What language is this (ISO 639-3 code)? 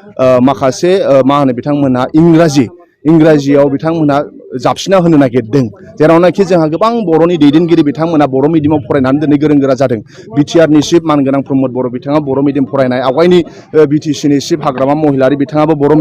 brx